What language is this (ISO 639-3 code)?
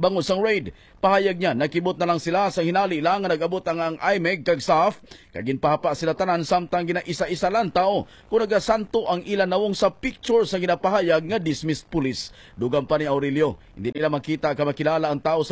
hil